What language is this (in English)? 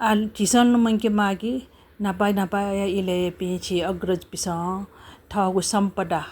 Newari